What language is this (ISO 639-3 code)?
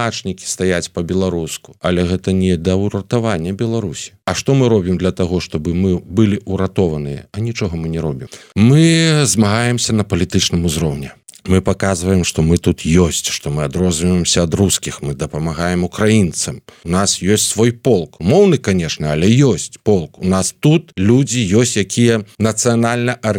bel